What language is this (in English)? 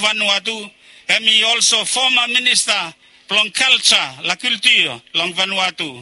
Bislama